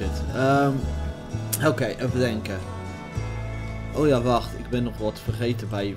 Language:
Dutch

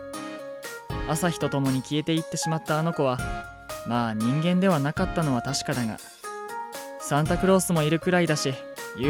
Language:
Japanese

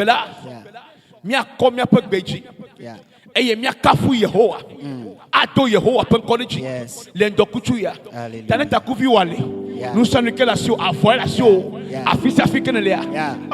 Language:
Ewe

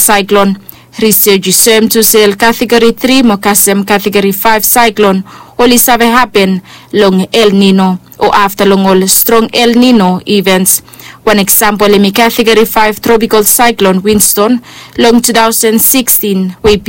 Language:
Bislama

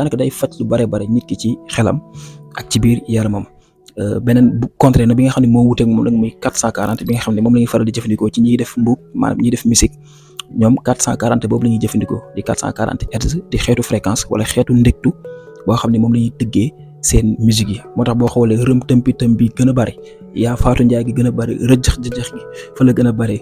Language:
Wolof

